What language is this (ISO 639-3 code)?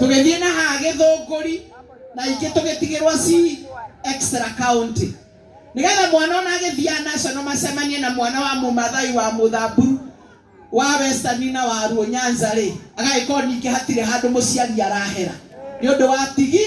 kik